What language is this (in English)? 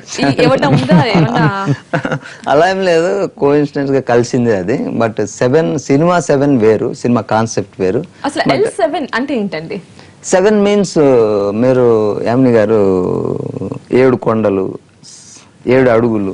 Telugu